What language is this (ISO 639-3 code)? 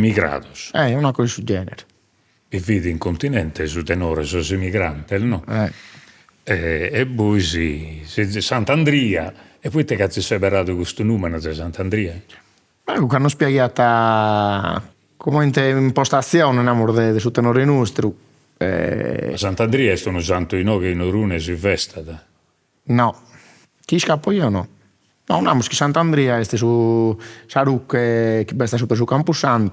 srd